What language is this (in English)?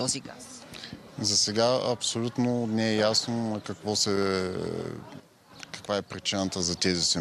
Bulgarian